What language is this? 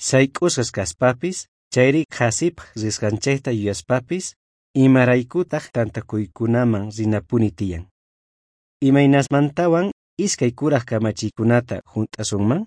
South Bolivian Quechua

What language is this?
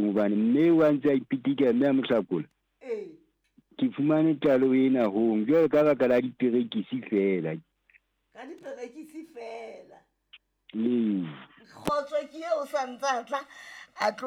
Southern Sotho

